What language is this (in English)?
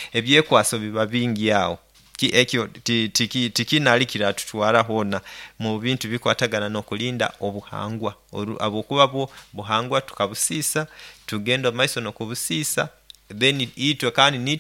Nyoro